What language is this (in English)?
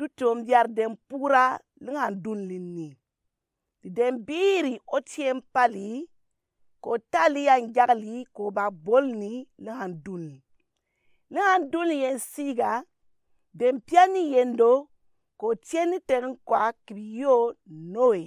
Gourmanchéma